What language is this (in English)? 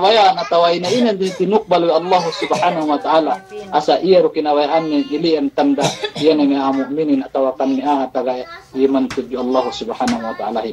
Yakan